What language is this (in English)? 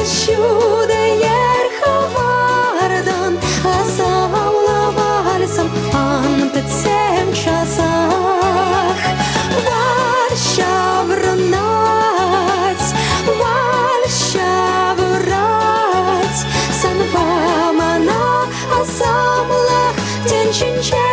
Chuvash